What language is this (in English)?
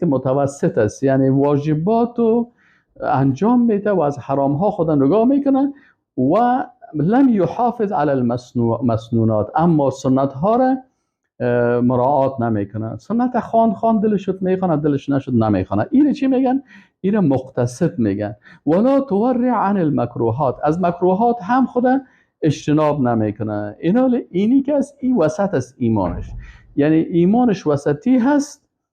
Persian